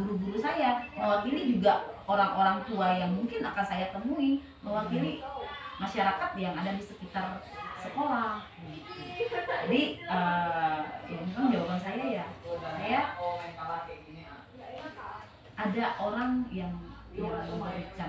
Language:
Indonesian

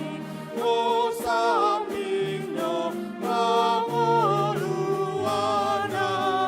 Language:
Batak Toba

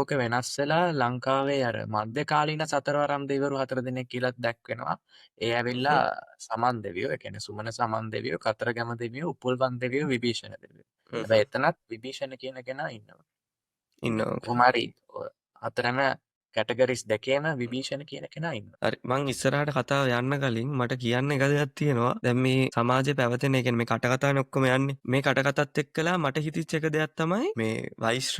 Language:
Sinhala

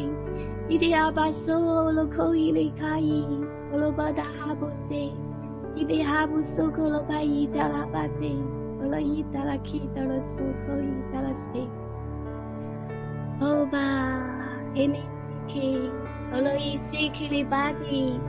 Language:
Chinese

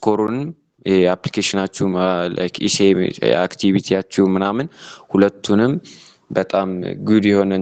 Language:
Amharic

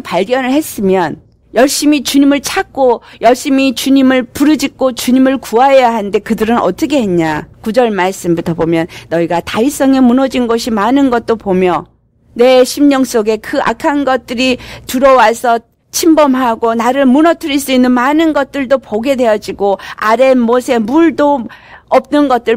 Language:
Korean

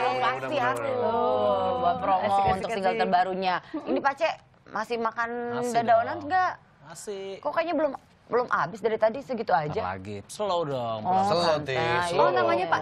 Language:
Indonesian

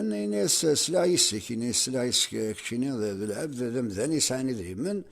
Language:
Kabyle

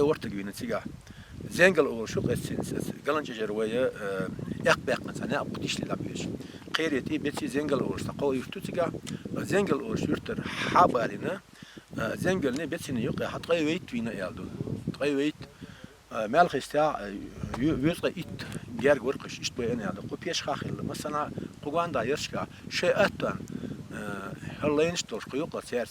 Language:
Chechen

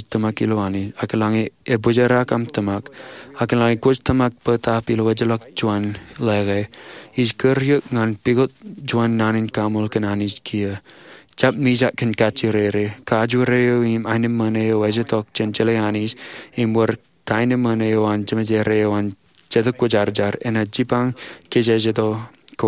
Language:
Marshallese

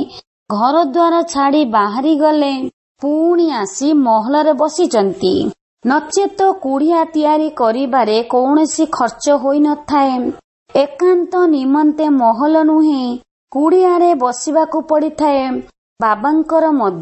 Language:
Odia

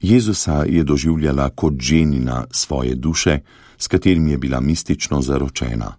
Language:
Slovenian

